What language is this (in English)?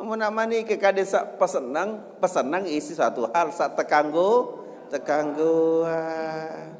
Sasak